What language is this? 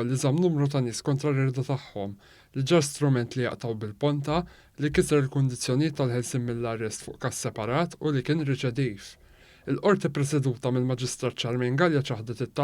Maltese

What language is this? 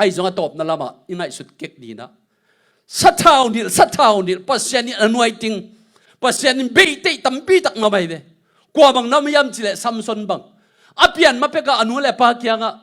Tedim Chin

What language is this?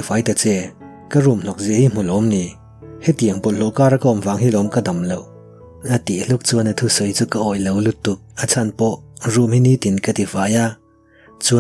Mizo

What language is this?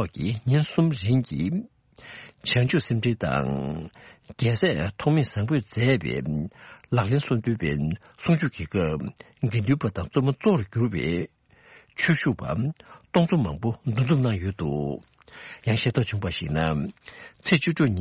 Tibetan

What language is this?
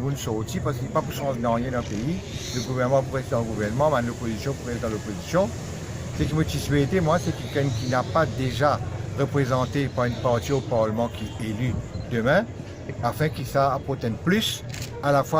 Morisyen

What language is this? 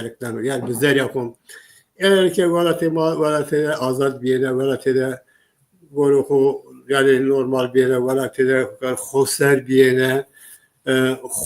Zaza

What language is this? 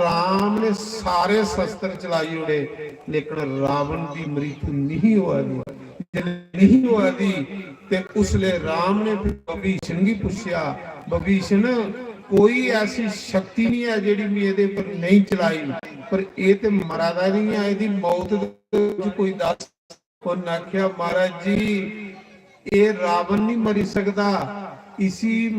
Dogri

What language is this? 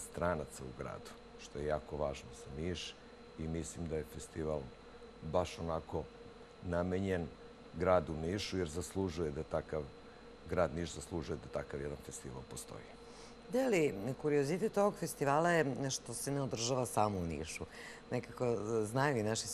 Serbian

